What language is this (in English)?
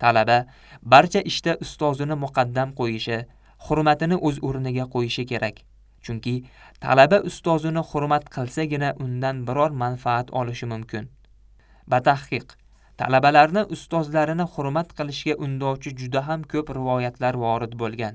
Uzbek